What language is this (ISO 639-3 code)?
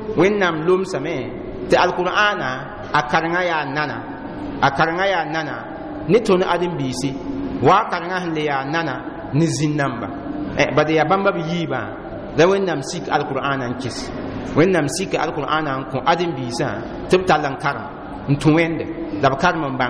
mos